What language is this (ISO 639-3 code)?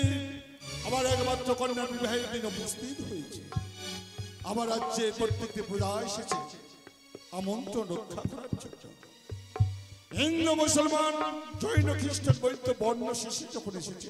ben